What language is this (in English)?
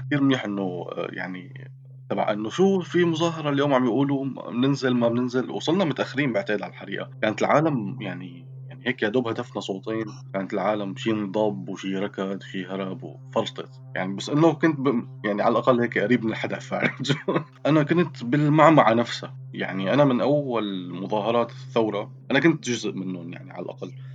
North Levantine Arabic